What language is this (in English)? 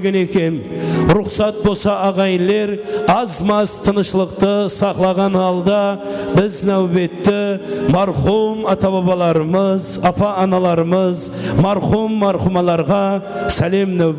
Kara-Kalpak